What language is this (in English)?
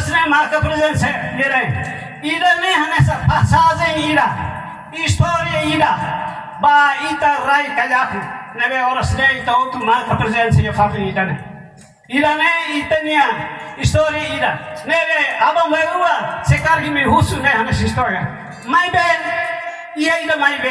Tetum